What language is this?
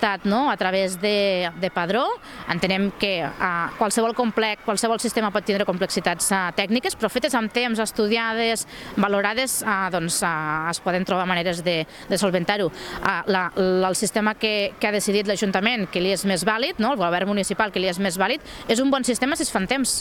Catalan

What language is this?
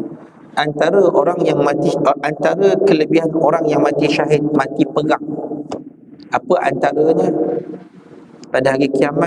Malay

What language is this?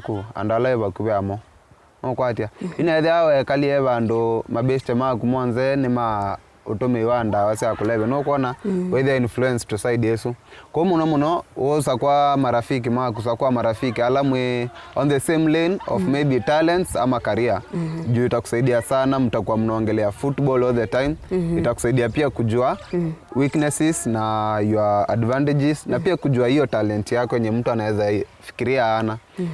Kamba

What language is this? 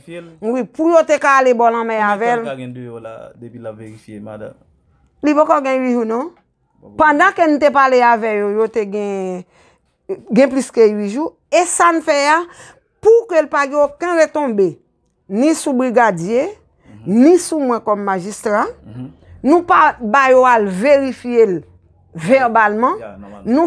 Haitian Creole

